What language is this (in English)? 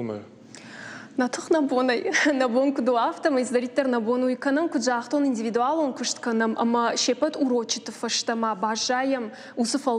Ossetic